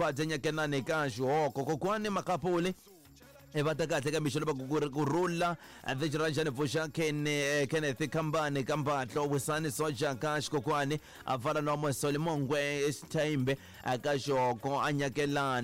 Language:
Tsonga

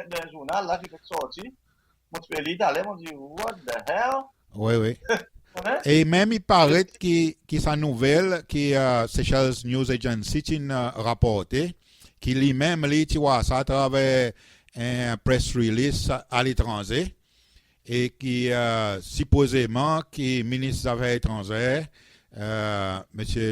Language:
Seselwa Creole French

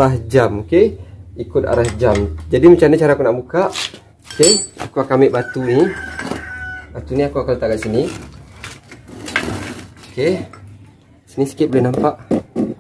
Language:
Malay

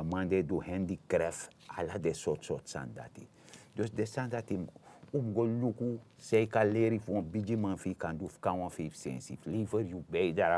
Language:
Sranan Tongo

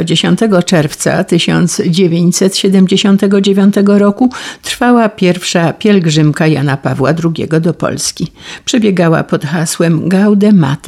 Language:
Polish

